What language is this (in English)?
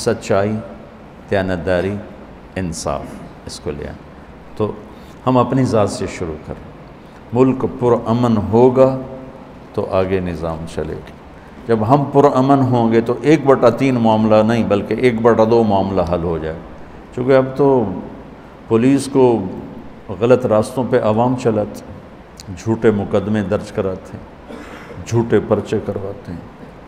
Urdu